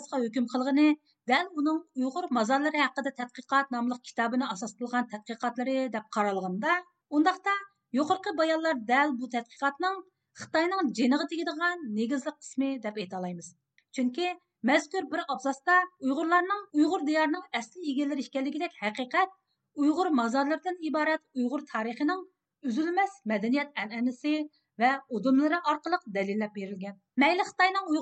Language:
Uyghur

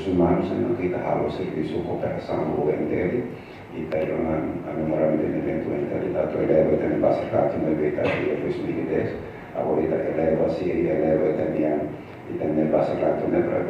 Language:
Tetum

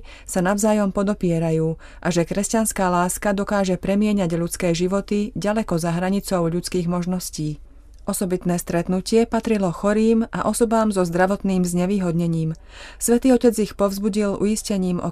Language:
Slovak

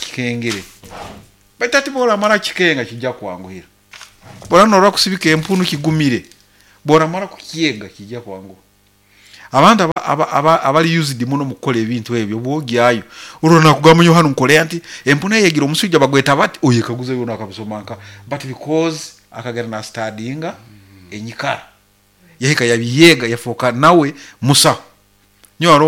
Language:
Nyoro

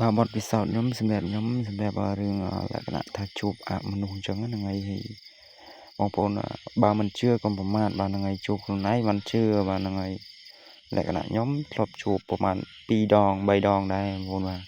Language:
Khmer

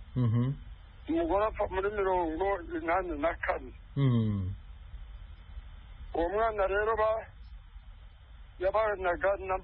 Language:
Kinyarwanda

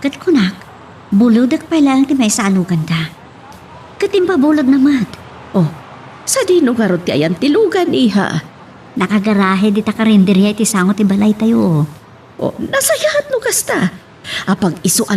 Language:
Iloko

